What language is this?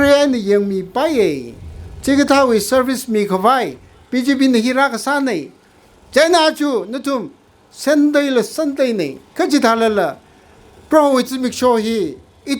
Tangkhul Naga (India)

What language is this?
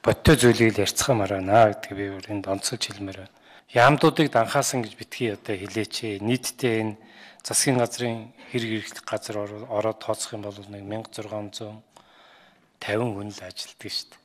Mongolian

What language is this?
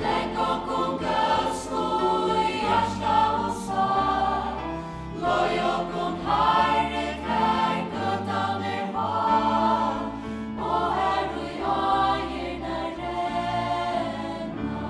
Faroese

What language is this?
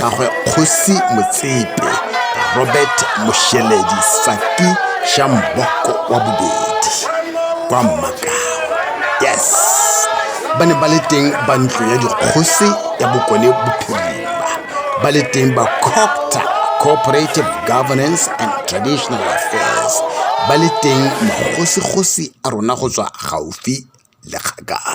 Tswana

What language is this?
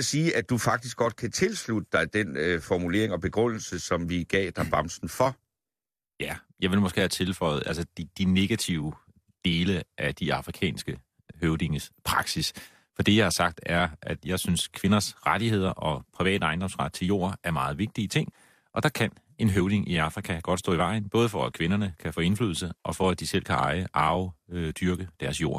Danish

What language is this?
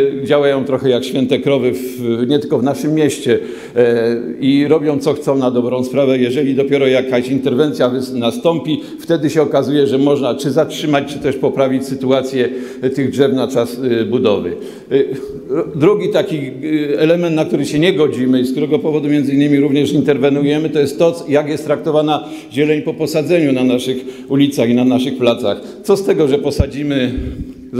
Polish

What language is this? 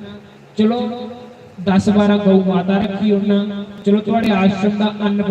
Dogri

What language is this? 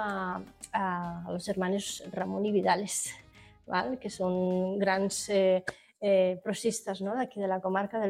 Catalan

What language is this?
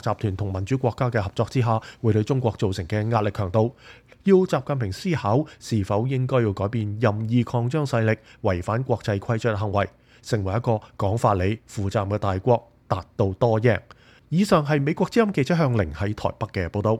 Cantonese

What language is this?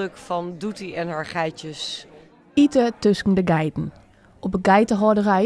Western Frisian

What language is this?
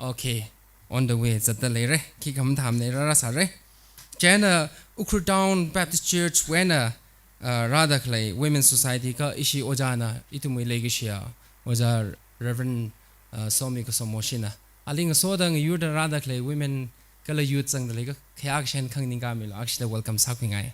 Tangkhul Naga (India)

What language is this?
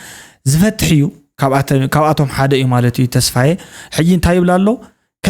Tigrinya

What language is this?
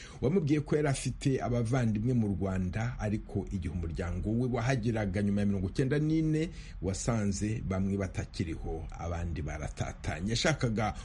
Kinyarwanda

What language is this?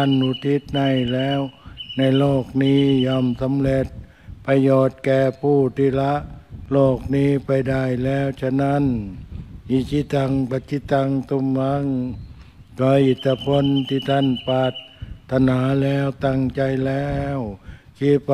Thai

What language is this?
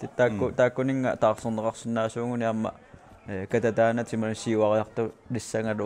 Kalaallisut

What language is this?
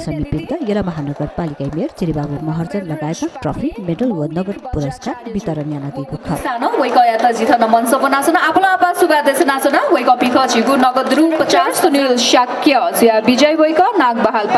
Newari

